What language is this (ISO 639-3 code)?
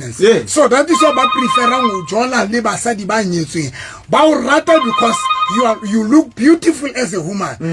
sot